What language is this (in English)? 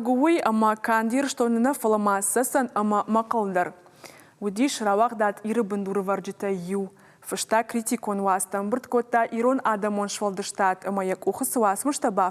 Ossetic